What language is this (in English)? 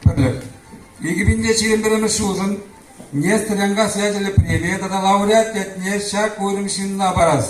Chuvash